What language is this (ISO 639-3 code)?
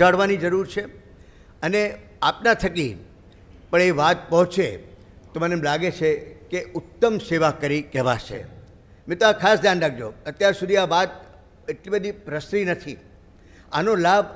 guj